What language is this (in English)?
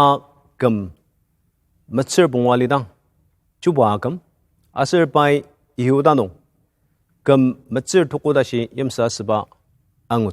Ao Naga